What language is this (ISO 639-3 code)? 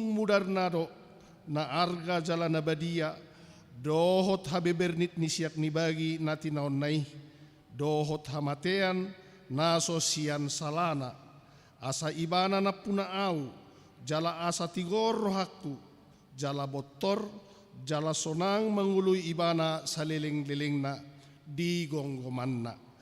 bbc